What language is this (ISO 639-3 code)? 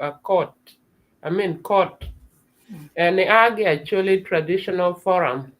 ach